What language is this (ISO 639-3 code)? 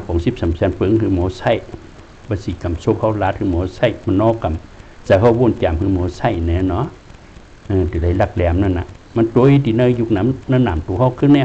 shn